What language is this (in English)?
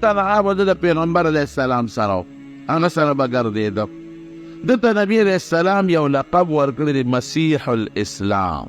Pashto